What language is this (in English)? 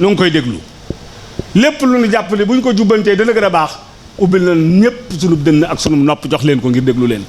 Wolof